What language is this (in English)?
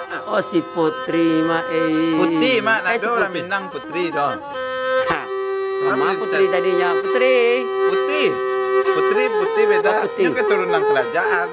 Minangkabau